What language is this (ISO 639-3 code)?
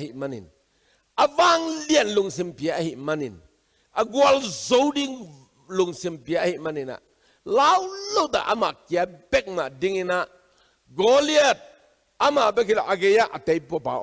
ctd